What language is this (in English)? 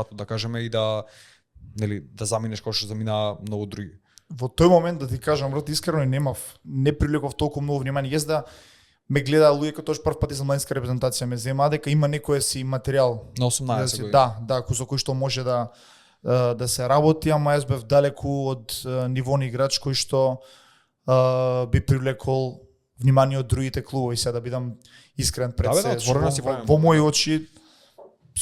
Macedonian